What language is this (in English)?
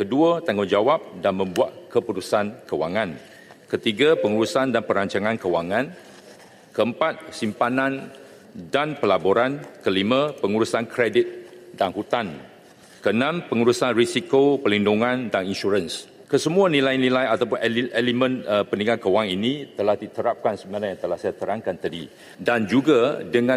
Malay